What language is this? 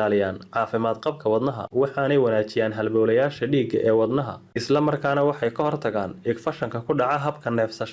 Somali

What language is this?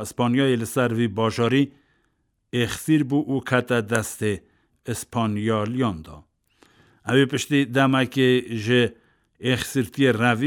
Kurdish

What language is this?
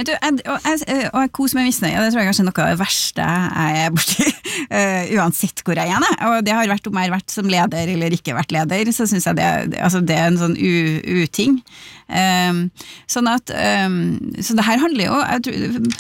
Norwegian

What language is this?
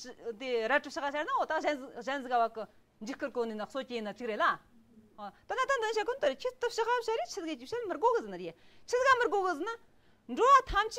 Tibetan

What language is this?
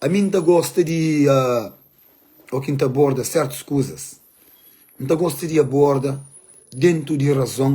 Kabuverdianu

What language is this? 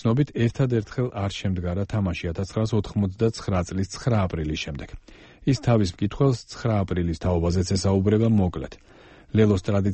Georgian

